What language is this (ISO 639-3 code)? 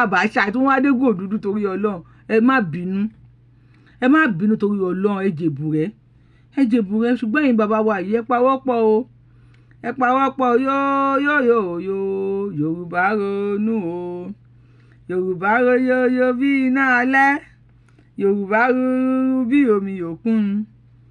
yor